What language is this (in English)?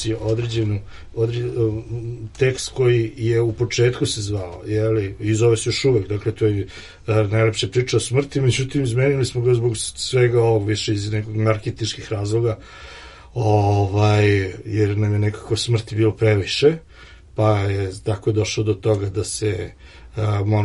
Serbian